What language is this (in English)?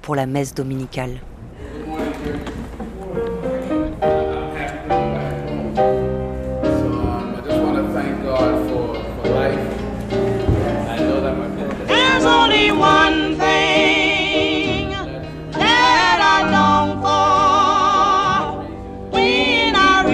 French